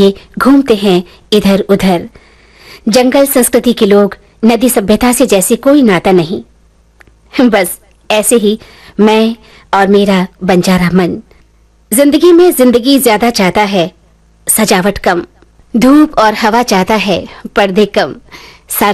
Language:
Hindi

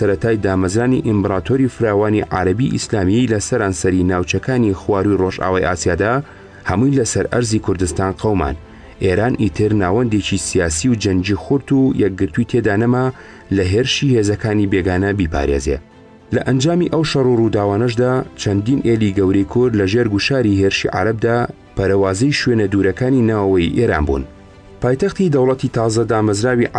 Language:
Central Kurdish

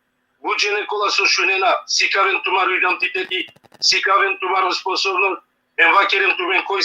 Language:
Balkan Romani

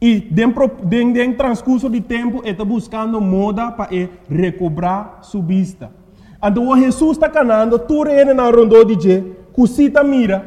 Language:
Papiamento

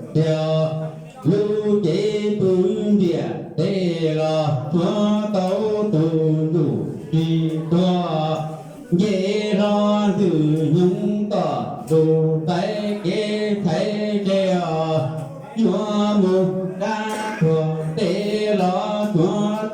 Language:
Hmong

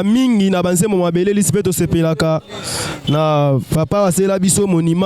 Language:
Lingala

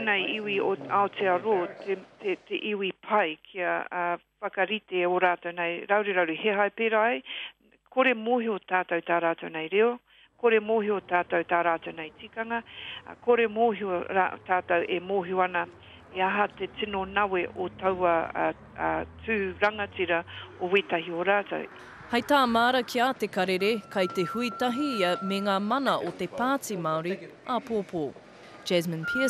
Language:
Māori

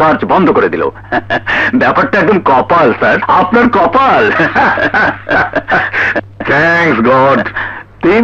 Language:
Bangla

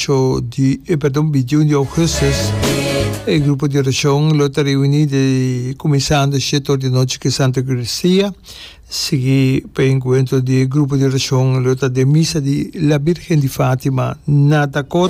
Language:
Papiamento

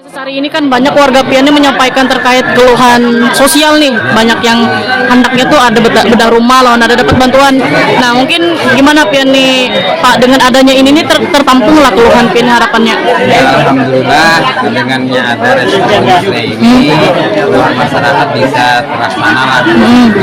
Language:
Banjar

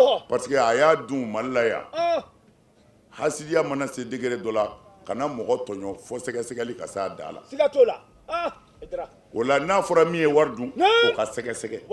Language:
Bambara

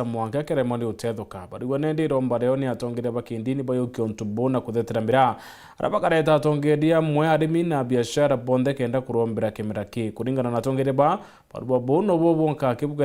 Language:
Meru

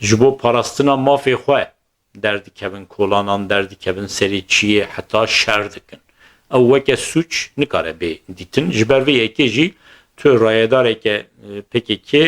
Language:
Kurdish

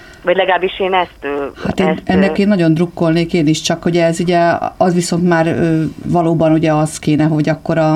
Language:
Hungarian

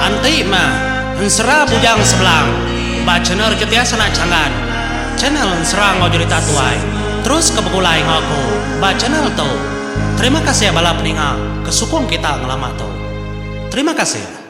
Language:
Iban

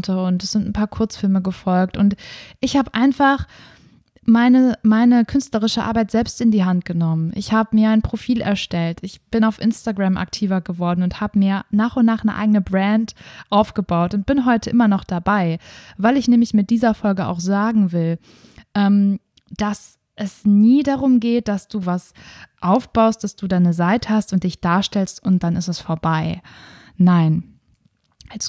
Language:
German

